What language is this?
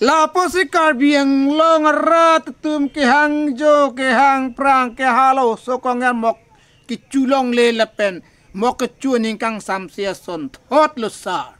Karbi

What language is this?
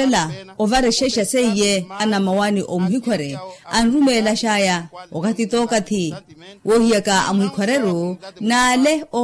Makhuwa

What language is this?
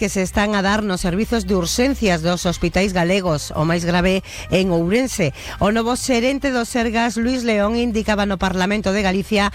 Galician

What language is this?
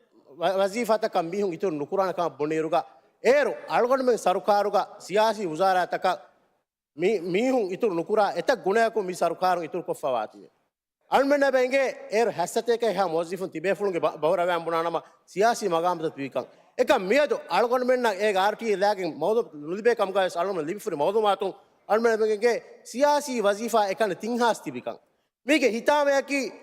Divehi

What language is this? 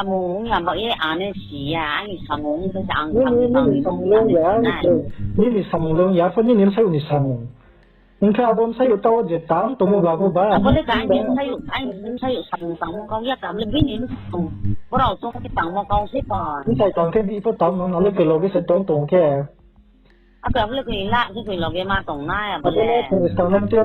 Riang (India)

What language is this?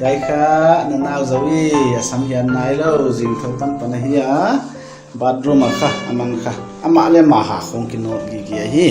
Paite Chin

